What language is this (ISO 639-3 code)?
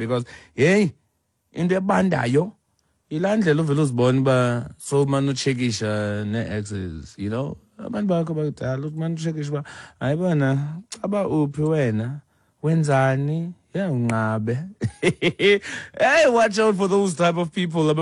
xho